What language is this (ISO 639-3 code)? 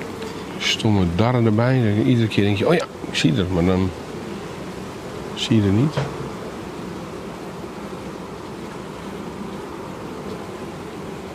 nld